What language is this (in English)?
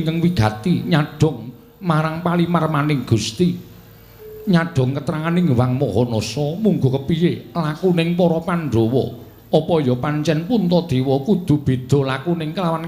Javanese